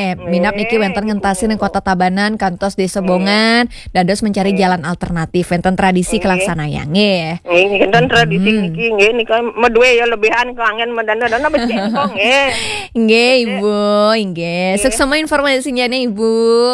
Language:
Balinese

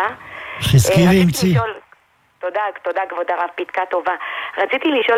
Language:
Hebrew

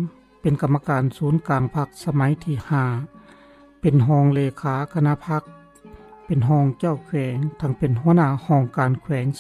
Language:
Lao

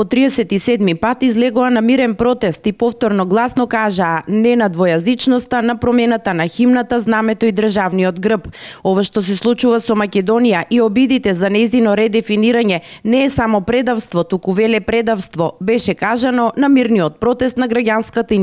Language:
Macedonian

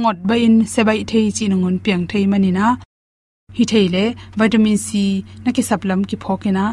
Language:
Tedim Chin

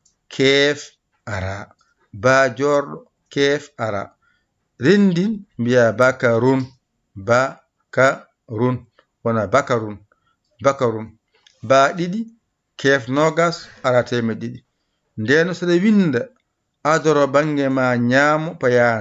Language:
Fula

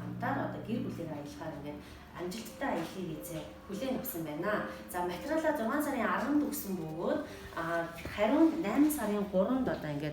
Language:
Mongolian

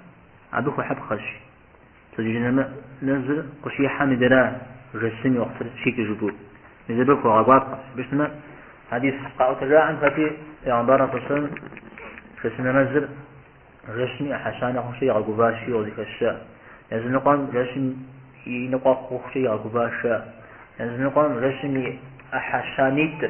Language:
Kabardian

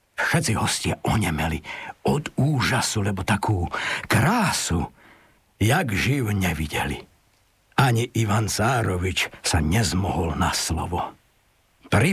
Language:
Slovak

